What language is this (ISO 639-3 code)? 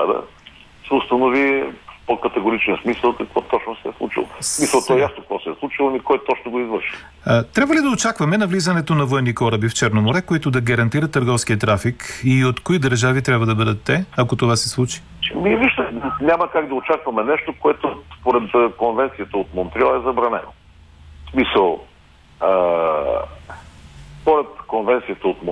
bul